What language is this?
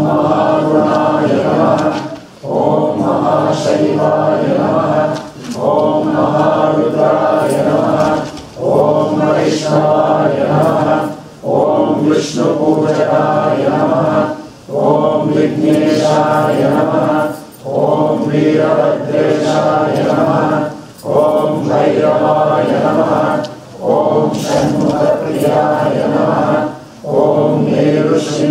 Sanskrit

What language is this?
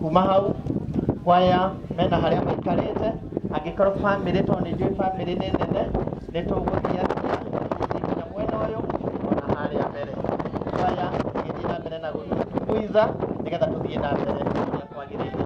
Kikuyu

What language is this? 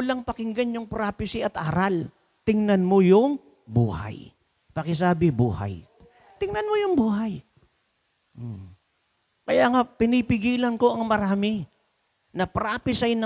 Filipino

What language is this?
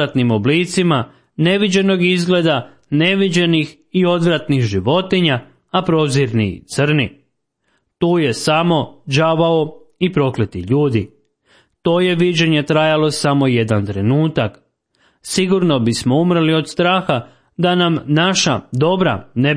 Croatian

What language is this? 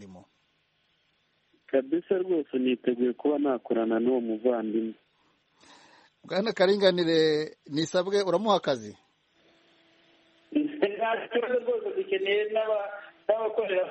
Kinyarwanda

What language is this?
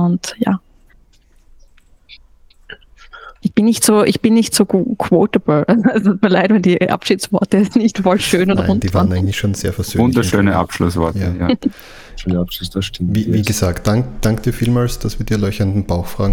German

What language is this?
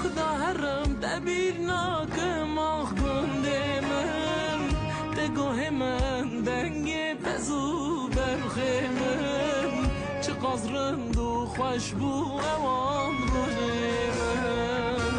Kurdish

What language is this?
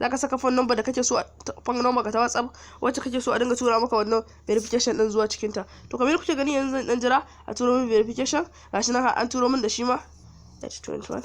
Hausa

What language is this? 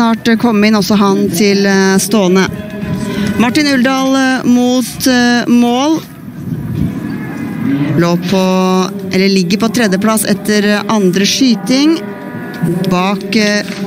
Norwegian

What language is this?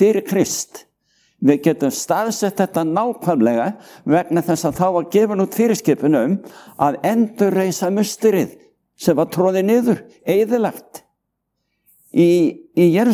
Icelandic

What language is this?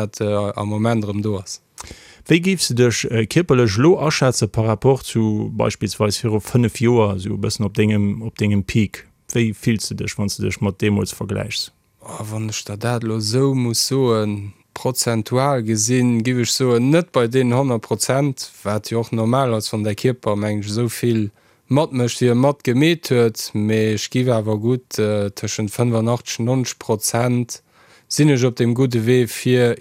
Luxembourgish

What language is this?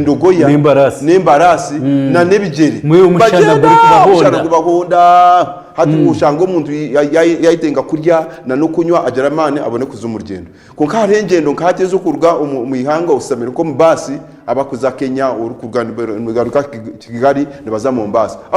Nyankole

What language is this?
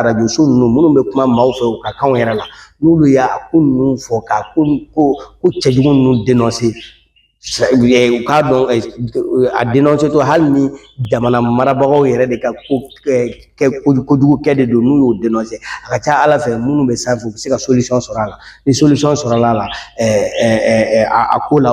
Bambara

